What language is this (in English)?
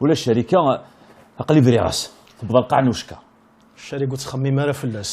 Kabyle